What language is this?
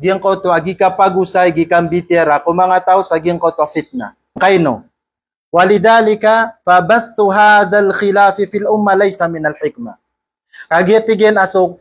Maranao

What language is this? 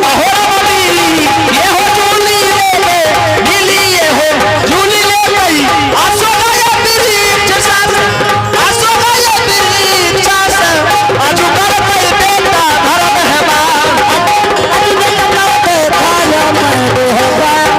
Angika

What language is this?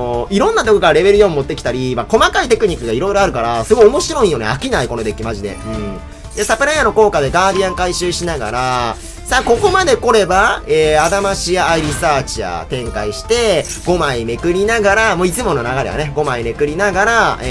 Japanese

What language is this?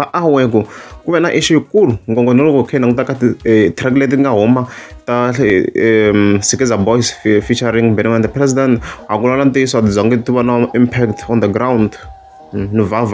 Tsonga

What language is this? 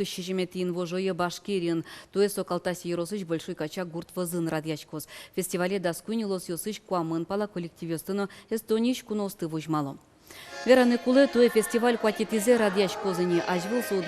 Udmurt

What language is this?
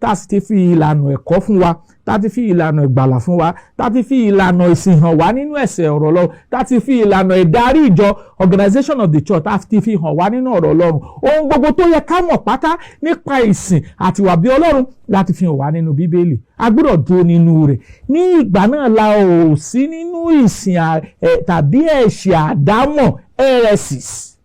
Yoruba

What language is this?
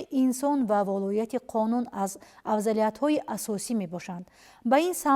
Tajik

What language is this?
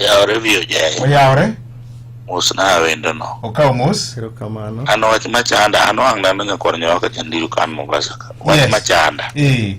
Luo (Kenya and Tanzania)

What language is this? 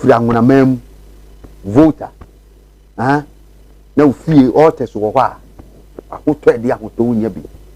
Akan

